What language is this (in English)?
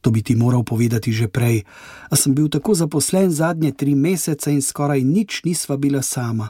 Slovenian